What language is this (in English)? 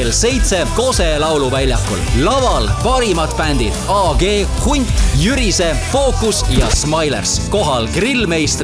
Estonian